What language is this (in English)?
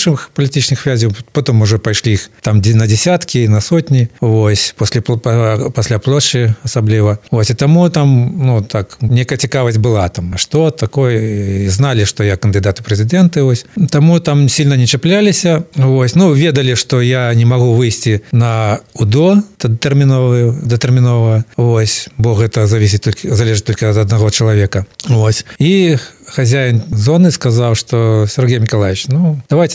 Belarusian